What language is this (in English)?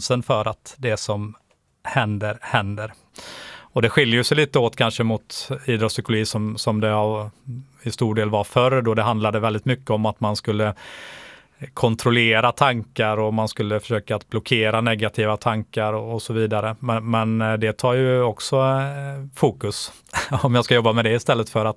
Swedish